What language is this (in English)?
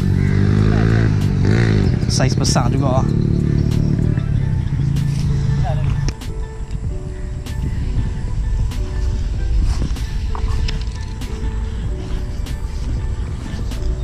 Malay